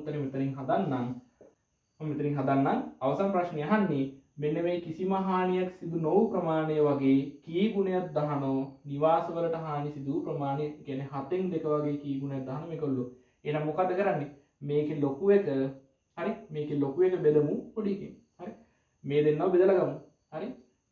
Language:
Sinhala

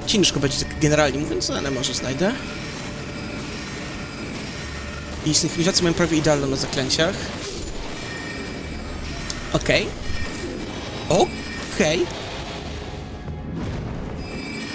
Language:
Polish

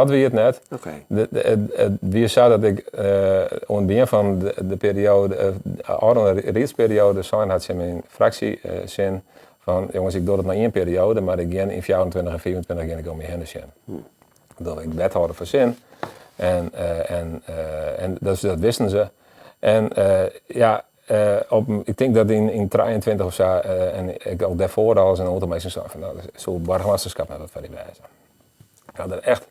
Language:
Western Frisian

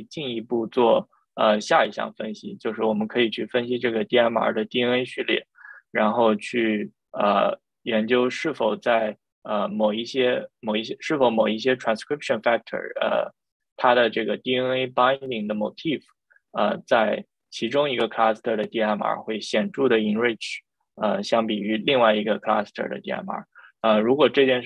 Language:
Chinese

